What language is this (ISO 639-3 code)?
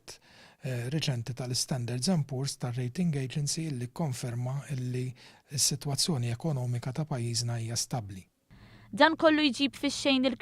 mlt